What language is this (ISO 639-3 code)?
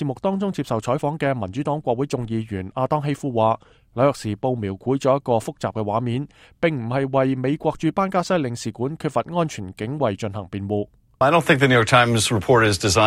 yue